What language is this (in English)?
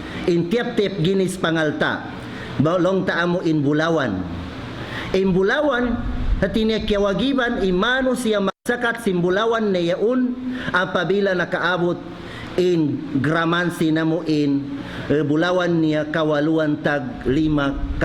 Tausug